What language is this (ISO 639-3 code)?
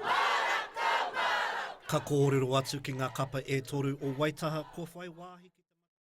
mri